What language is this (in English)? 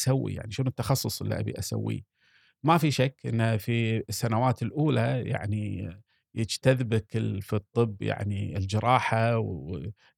Gulf Arabic